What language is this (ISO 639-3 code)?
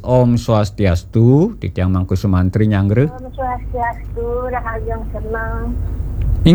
ban